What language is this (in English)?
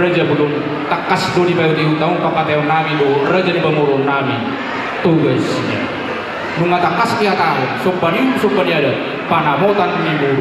Batak Toba